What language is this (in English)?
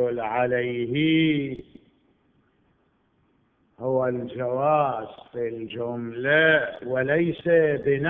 Arabic